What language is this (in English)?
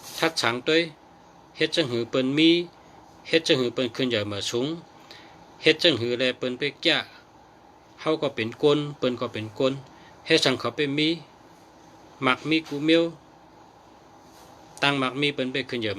Shan